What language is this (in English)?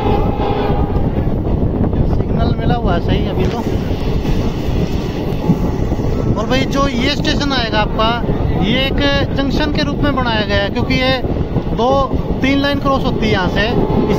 Hindi